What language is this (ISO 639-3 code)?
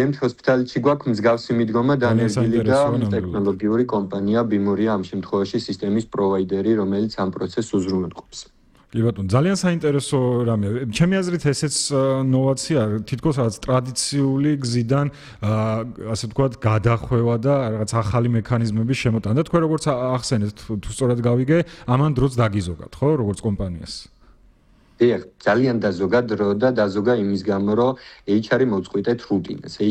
kat